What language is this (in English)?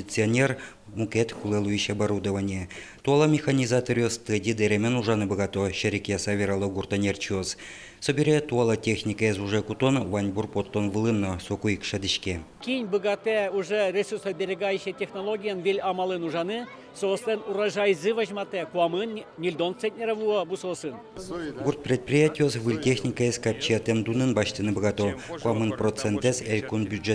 Udmurt